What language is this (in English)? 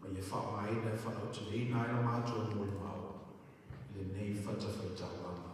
Samoan